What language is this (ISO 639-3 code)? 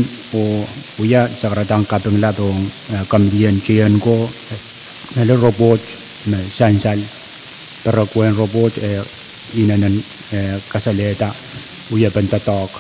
pon